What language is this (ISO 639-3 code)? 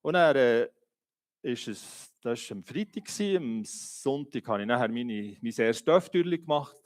gsw